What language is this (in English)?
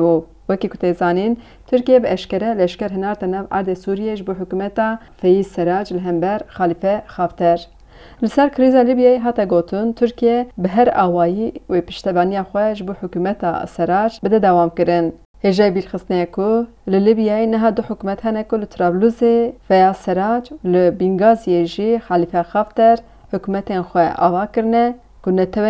Kurdish